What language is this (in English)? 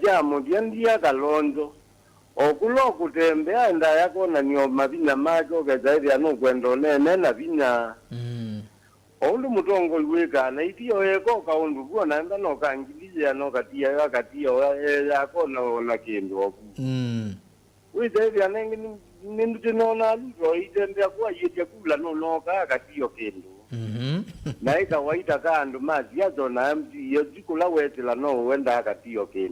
Kamba